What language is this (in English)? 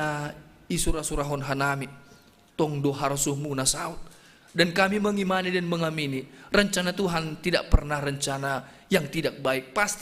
Batak Simalungun